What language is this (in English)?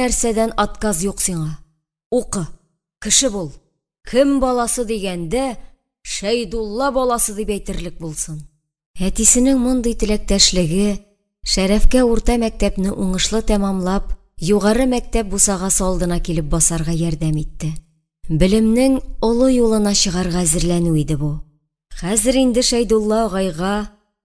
Tatar